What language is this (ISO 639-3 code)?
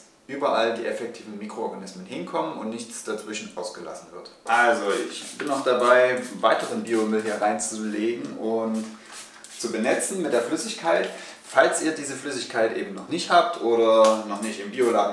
deu